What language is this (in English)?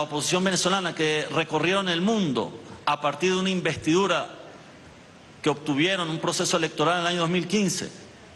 Spanish